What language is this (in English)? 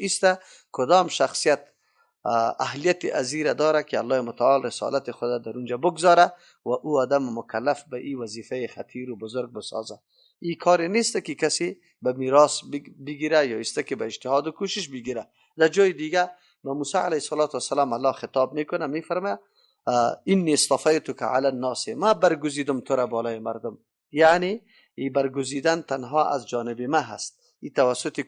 Persian